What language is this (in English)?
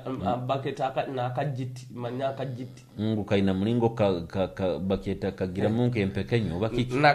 Nyoro